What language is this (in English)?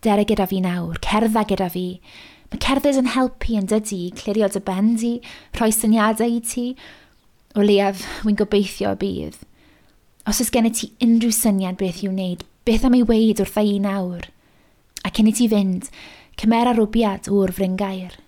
Welsh